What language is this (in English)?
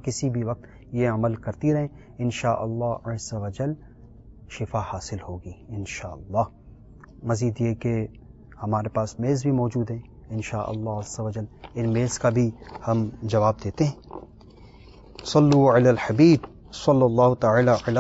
Urdu